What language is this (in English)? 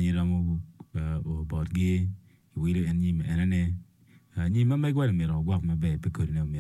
Acoli